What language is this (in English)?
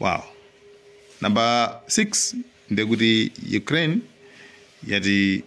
Nyanja